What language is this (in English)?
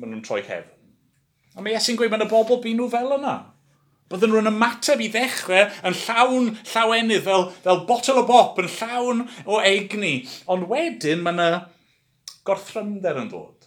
Welsh